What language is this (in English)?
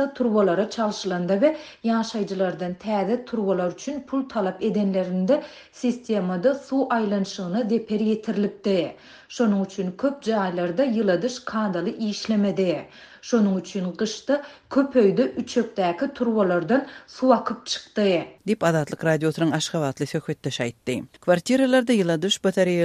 Turkmen